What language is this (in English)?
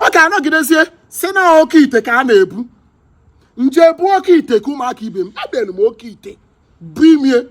Igbo